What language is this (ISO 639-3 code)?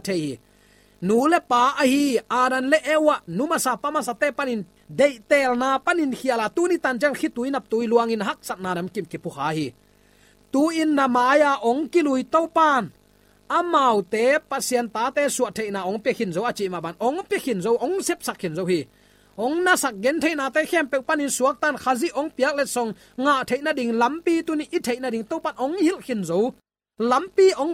ctd